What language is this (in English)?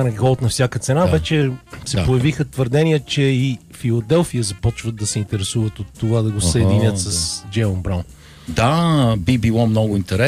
Bulgarian